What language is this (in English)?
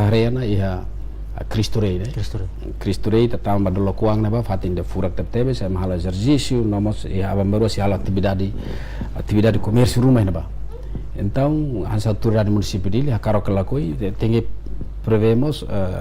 Tetum